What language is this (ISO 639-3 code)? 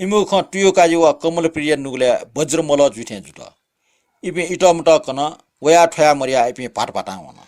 new